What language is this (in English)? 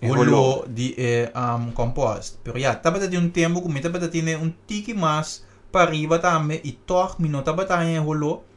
Papiamento